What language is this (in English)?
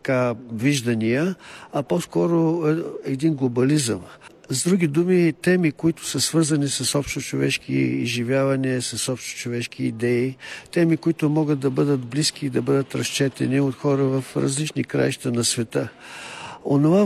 Bulgarian